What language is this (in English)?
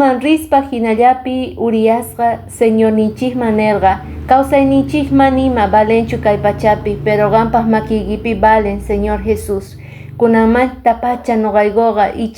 Quechua